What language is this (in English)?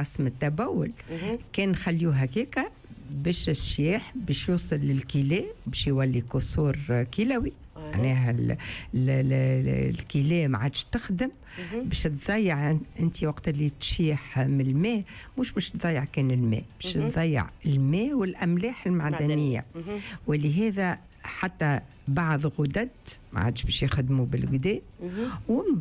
Tunisian Arabic